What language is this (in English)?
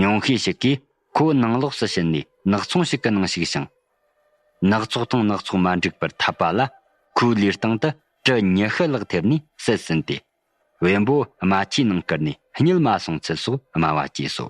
Tibetan